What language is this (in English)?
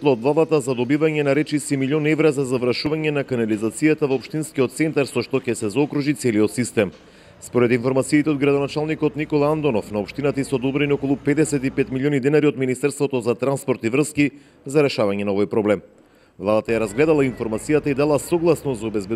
Macedonian